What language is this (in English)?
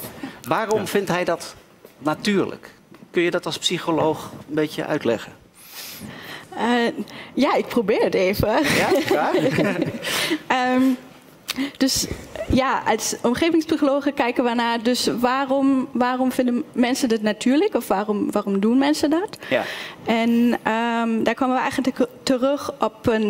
Dutch